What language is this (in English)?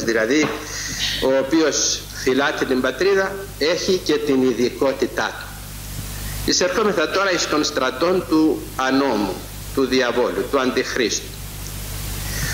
Greek